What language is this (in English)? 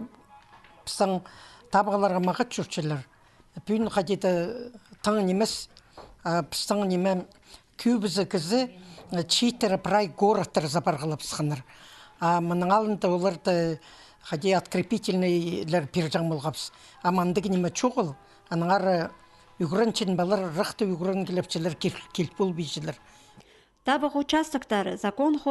Khakas